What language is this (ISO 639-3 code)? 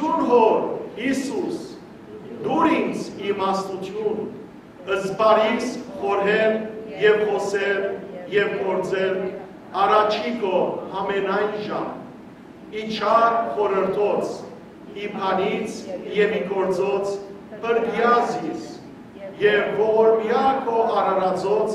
hyw